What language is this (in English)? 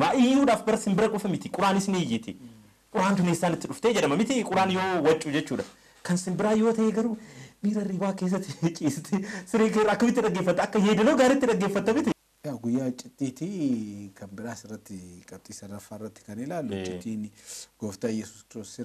Oromo